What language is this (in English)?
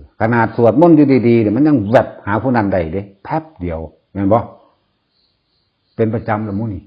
Northeastern Thai